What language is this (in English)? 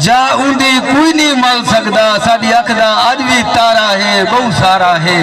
Saraiki